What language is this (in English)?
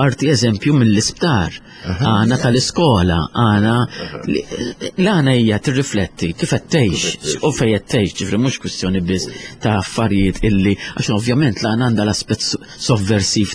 Maltese